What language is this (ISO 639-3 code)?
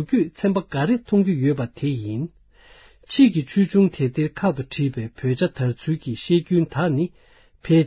bod